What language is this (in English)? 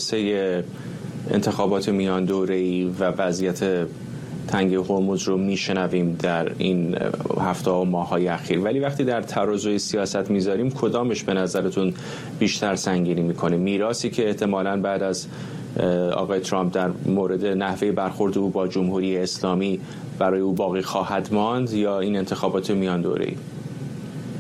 Persian